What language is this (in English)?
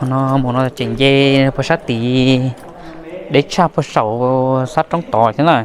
Hmong